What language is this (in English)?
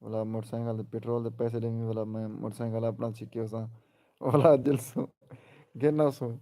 Saraiki